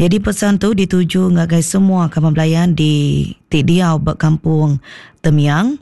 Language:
Iban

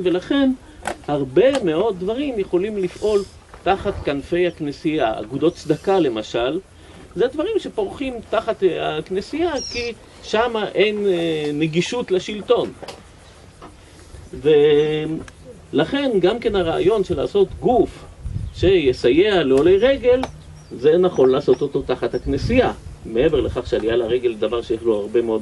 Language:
Hebrew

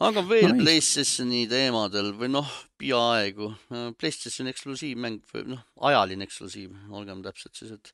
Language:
Estonian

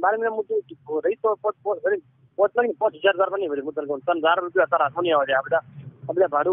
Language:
Gujarati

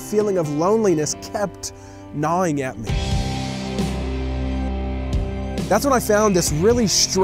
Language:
English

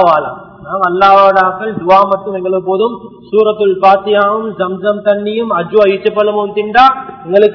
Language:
Tamil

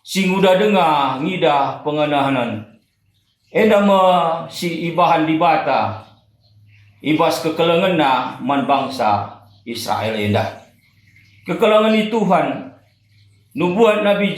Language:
Batak Karo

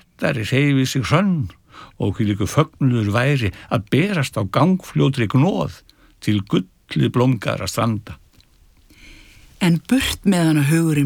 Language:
Icelandic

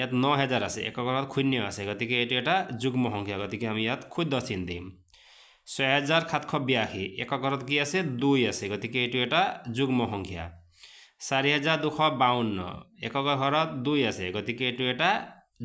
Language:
Assamese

